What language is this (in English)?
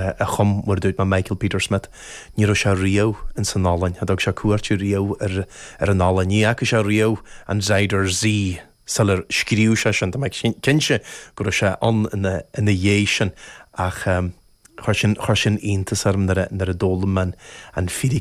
Irish